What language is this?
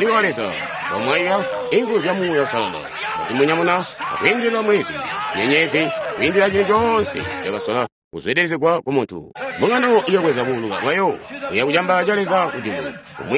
Tonga (Zambia)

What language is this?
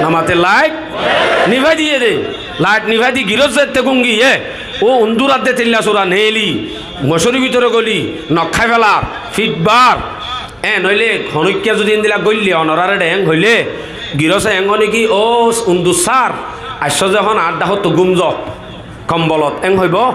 Rohingya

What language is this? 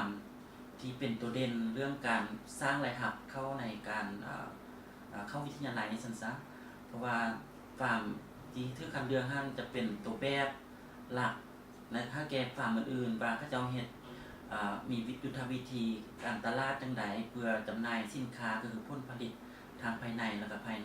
Lao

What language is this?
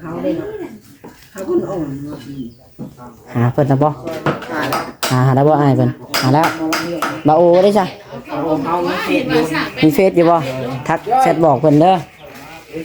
Lao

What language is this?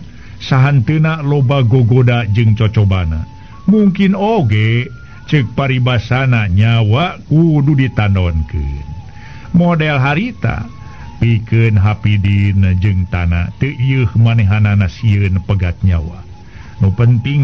Sundanese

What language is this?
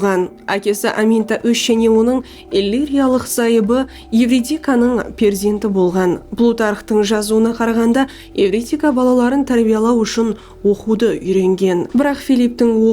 Kara-Kalpak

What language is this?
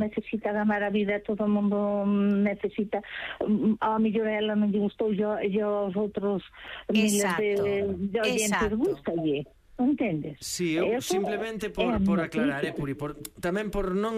Galician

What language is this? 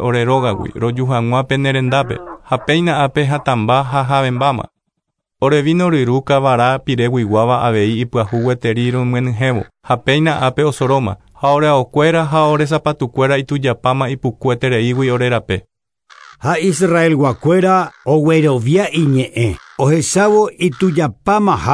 Guarani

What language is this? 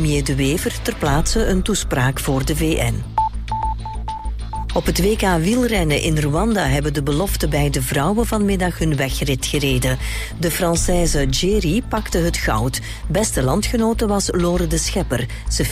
Dutch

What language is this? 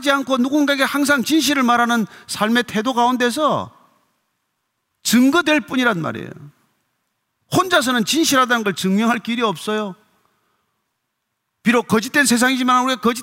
Korean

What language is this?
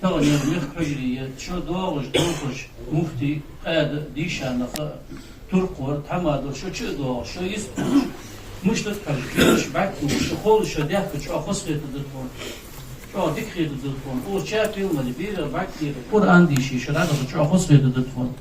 Ingush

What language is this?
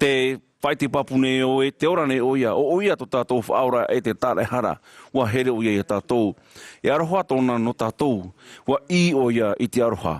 Tahitian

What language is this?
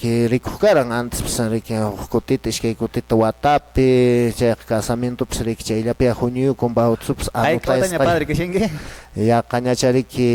Quechua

